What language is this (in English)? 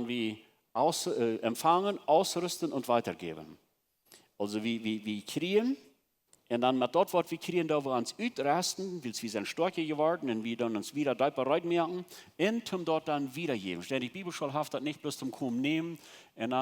Plautdietsch